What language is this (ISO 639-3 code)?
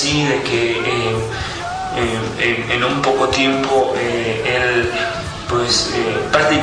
spa